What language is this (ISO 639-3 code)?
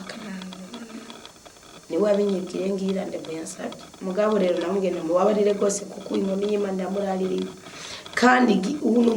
run